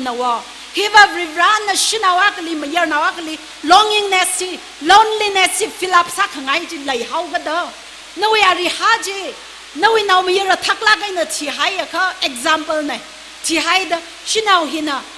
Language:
Tangkhul Naga (India)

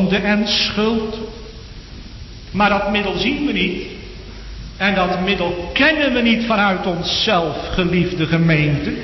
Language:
Dutch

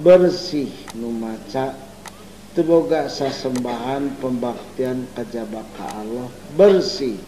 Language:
Sundanese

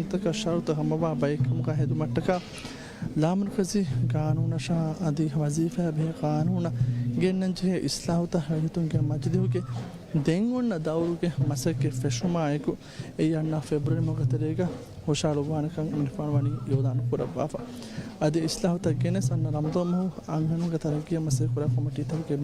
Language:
Divehi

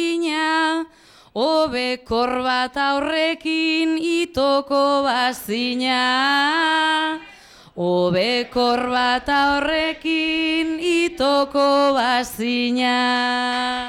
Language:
Basque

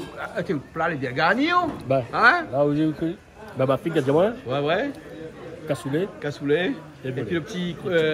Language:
Réunion Creole French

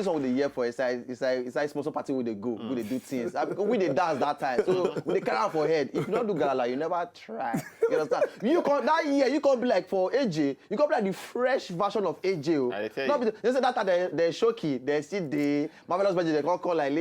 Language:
Nigerian Pidgin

